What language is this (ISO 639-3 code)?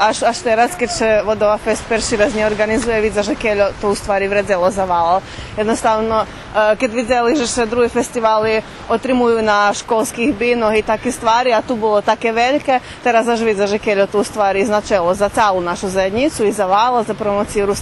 rue